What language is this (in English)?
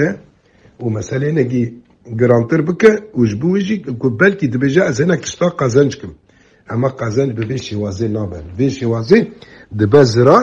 Kurdish